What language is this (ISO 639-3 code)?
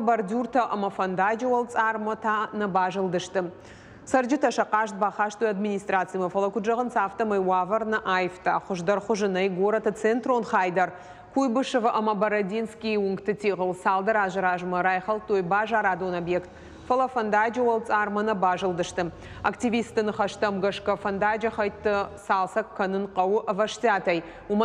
oss